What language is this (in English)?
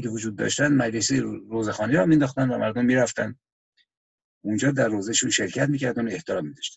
Persian